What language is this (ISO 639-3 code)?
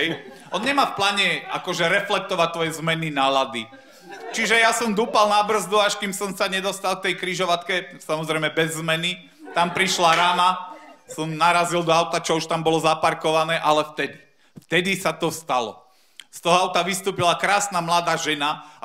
slk